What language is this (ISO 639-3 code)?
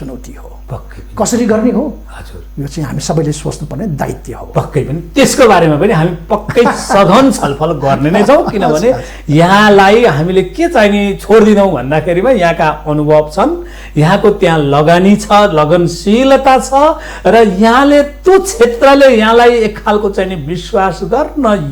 nep